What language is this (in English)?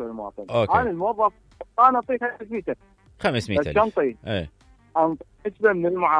Mesopotamian Arabic